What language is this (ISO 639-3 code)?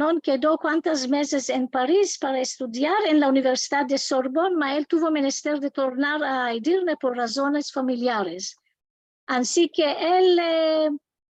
lad